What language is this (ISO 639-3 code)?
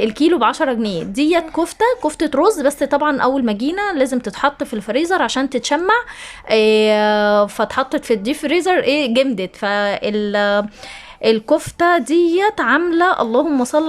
arz